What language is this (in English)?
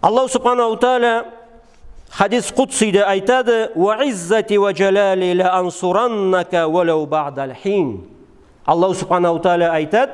Karachay-Balkar